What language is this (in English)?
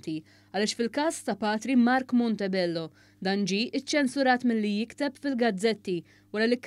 Maltese